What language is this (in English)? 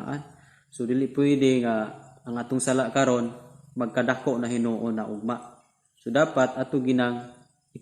Cebuano